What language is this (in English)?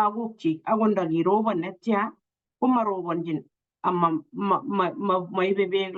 Kalenjin